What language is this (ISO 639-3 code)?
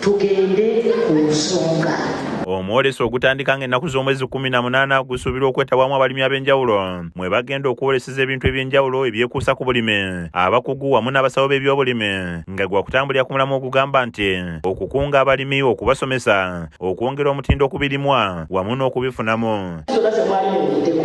lug